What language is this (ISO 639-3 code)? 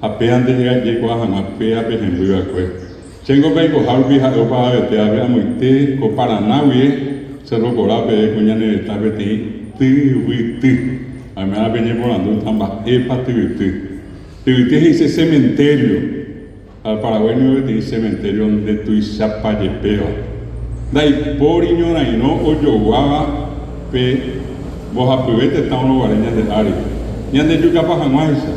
grn